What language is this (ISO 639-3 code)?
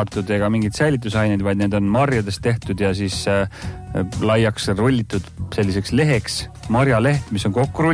est